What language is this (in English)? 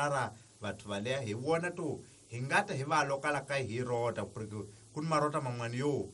Tsonga